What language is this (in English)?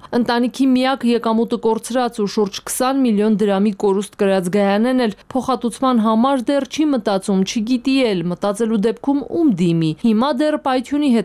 Armenian